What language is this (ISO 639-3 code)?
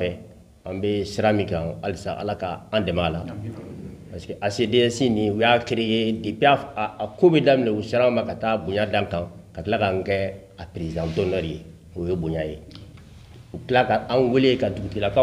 bam